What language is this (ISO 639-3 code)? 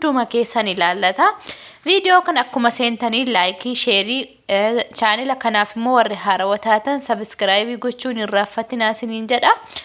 orm